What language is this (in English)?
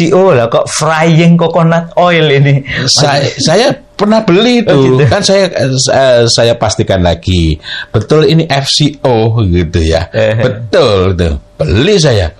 Indonesian